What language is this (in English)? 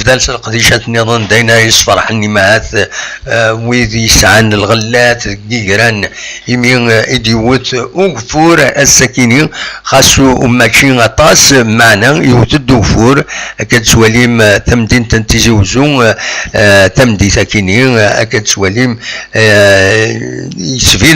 Kabyle